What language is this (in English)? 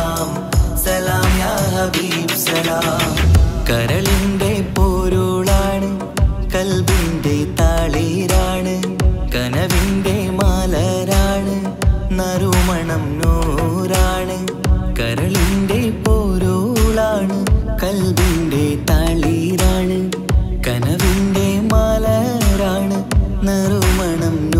Malayalam